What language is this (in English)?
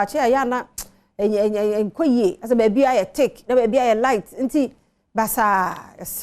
Akan